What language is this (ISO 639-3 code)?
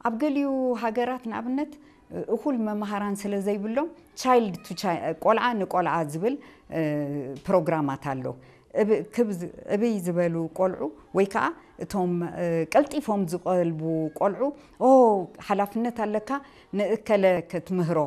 tir